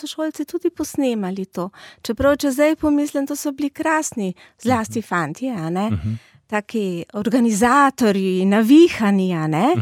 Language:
Slovenian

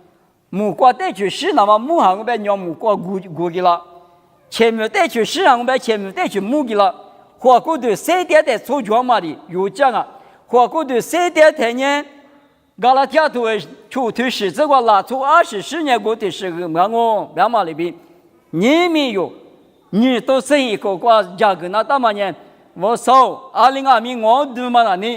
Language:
Lisu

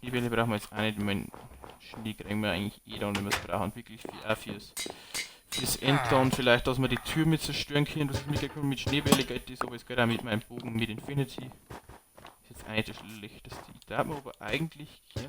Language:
Bavarian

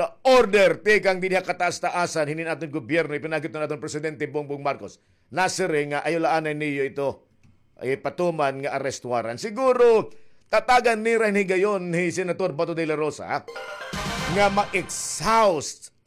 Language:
Waray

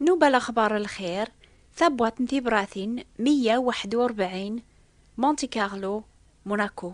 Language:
Kabyle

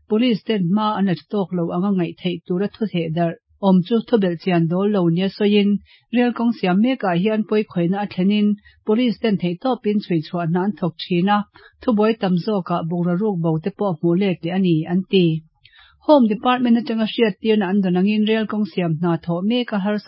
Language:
Mizo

